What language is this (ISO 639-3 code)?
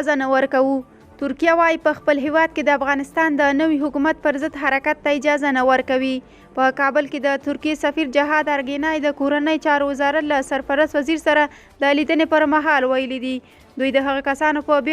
pus